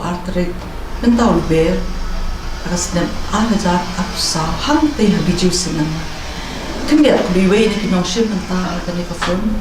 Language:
Khasi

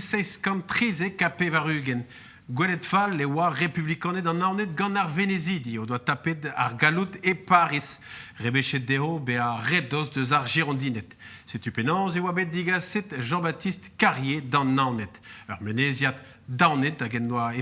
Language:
Breton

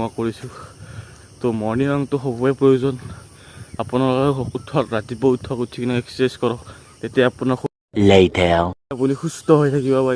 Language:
Assamese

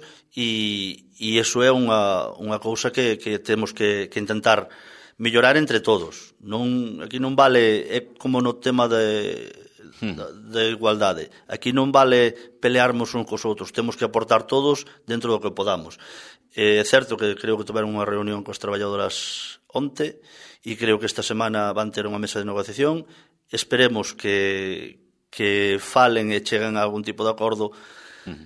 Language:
Galician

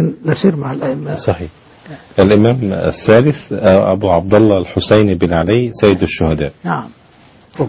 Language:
Arabic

